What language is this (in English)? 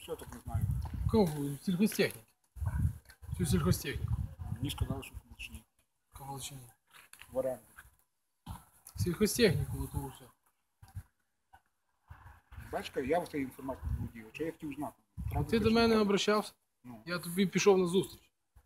Ukrainian